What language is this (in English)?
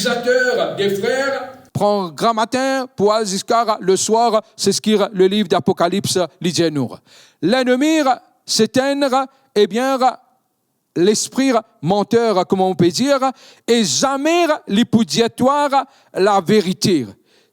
Morisyen